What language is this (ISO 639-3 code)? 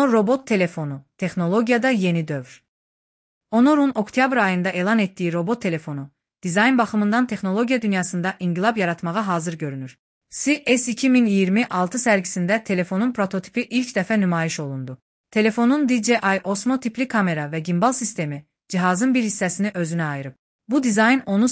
aze